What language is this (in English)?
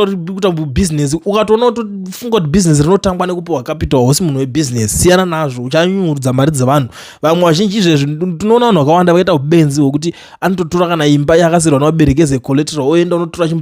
Shona